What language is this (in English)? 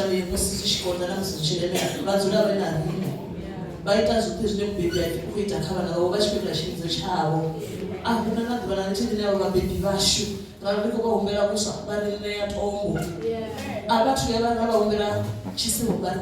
Venda